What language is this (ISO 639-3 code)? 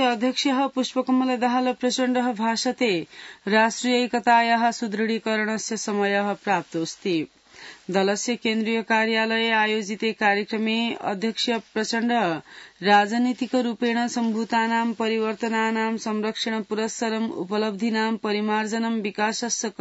san